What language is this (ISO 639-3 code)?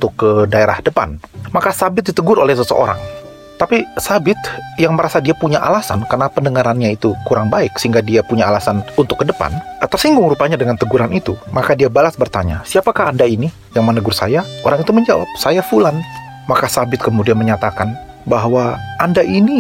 ind